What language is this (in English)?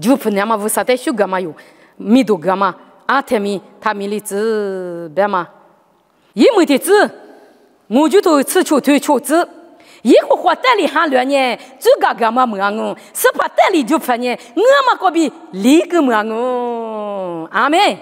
Lisu